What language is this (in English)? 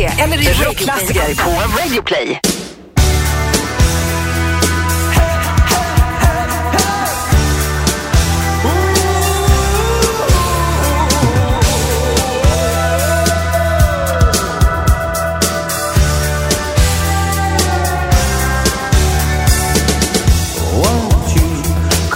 Swedish